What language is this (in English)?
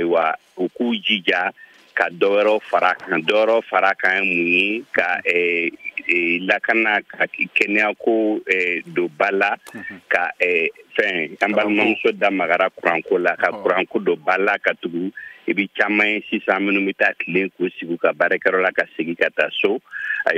Bambara